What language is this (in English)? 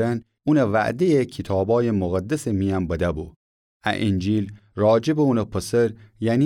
Gilaki